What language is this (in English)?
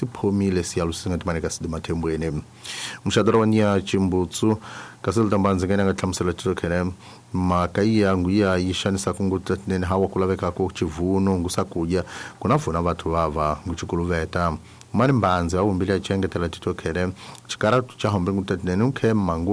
Tsonga